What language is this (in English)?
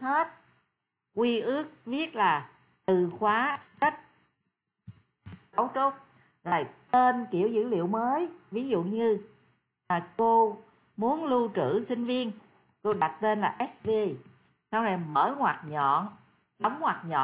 Vietnamese